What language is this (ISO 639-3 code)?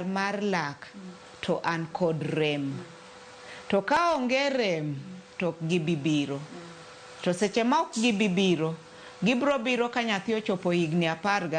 luo